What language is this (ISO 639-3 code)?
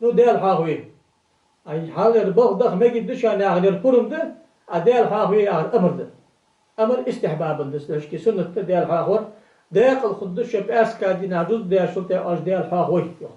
inh